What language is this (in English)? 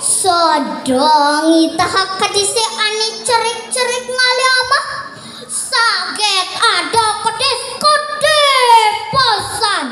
Balinese